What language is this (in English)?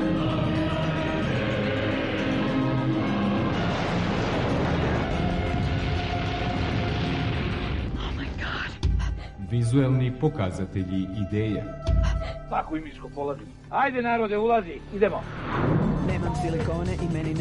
Serbian